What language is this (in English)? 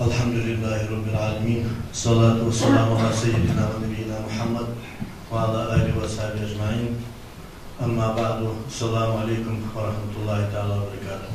Ingush